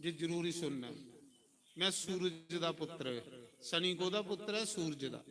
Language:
Dogri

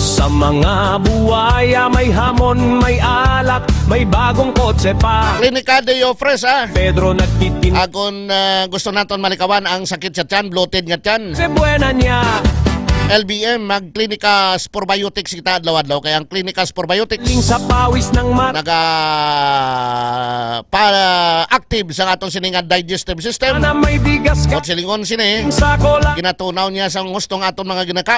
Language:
Hiligaynon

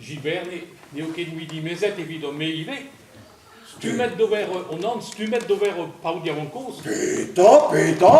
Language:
Breton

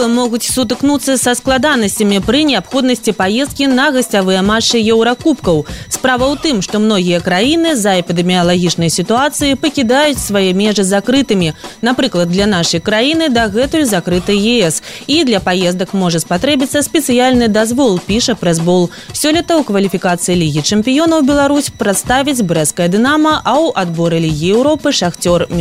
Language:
Belarusian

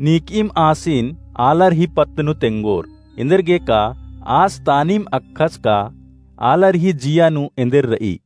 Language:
Kurukh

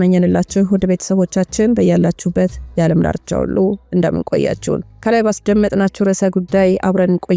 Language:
Amharic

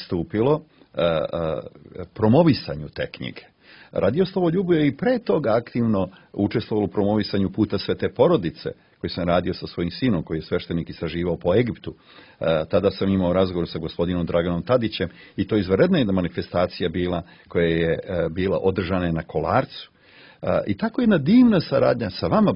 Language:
Serbian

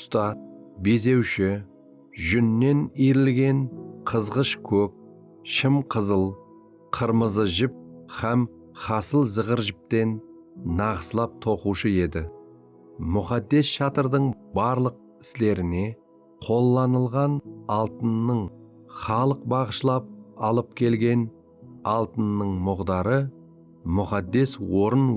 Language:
Kara-Kalpak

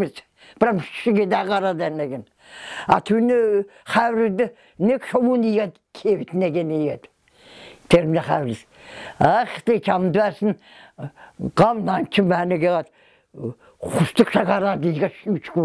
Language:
Kyrgyz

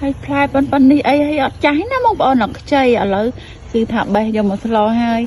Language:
Khmer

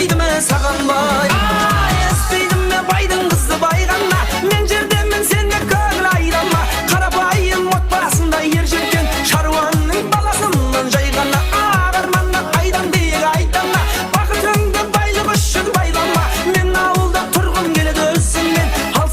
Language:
Kara-Kalpak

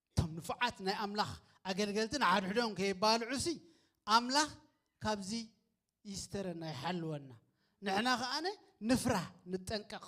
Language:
Tigrinya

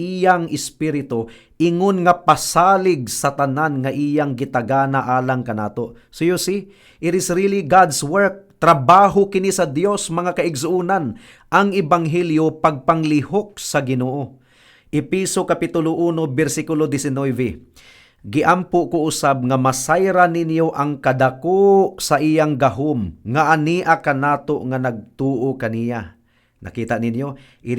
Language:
Cebuano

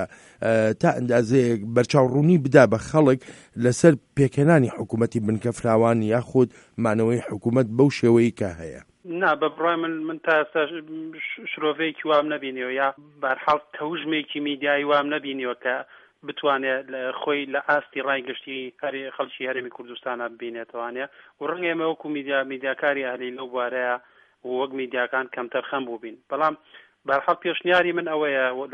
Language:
Central Kurdish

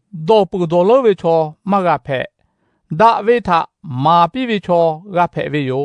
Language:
Lahu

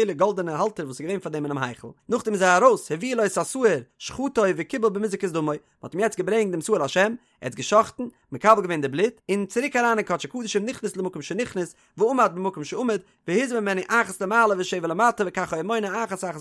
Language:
Yiddish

